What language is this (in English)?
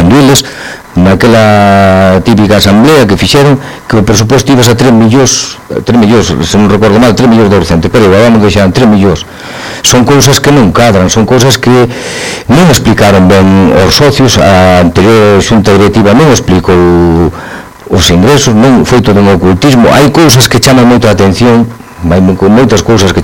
Galician